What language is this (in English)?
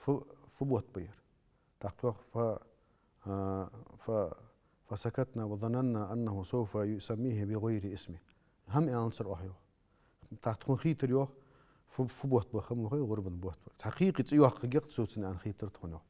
Ingush